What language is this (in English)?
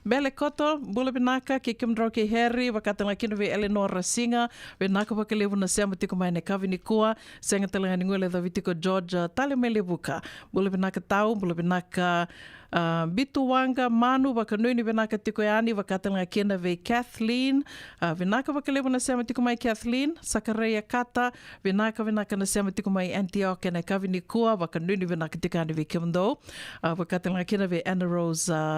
Fijian